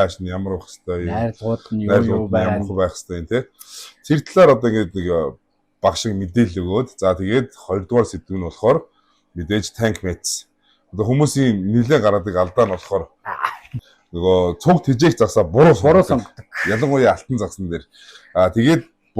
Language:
Mongolian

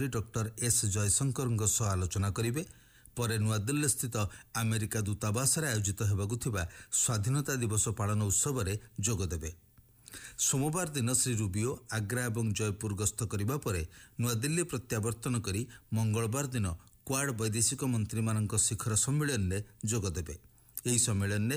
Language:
Odia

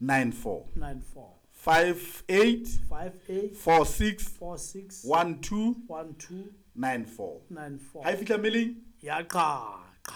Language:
Southern Sotho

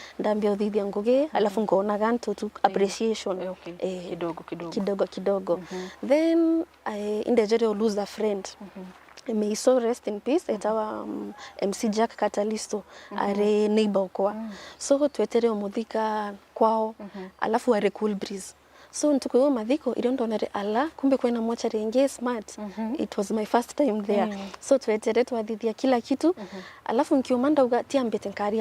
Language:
Meru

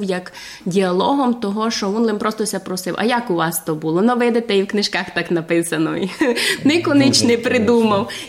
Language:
Rusyn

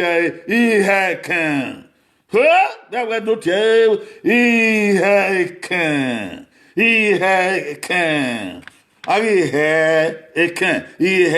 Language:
Bini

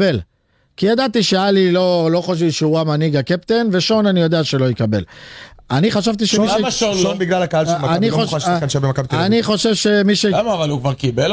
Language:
Hebrew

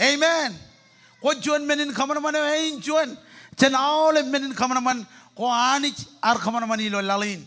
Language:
Marshallese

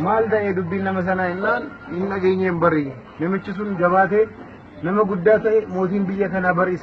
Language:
Oromo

